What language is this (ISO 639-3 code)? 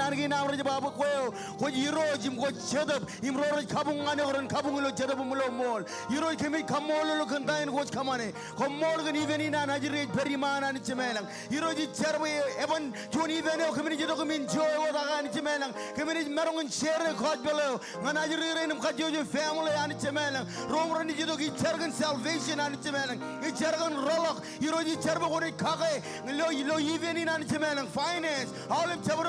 mah